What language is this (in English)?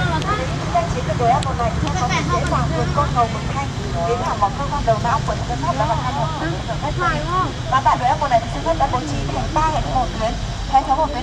Vietnamese